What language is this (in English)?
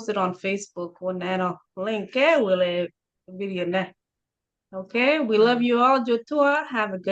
Acoli